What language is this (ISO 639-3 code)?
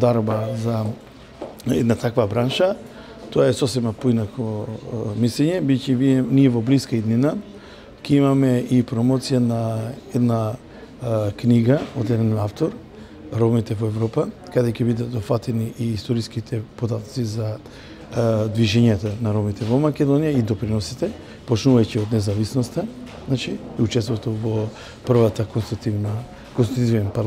mkd